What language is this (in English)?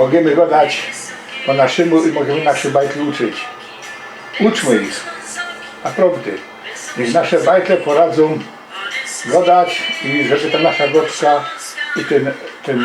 Silesian